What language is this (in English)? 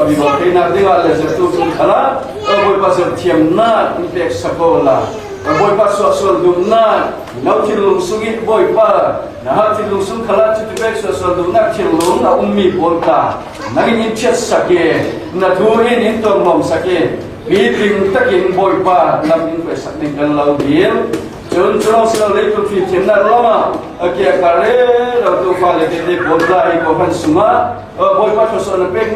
Falam Chin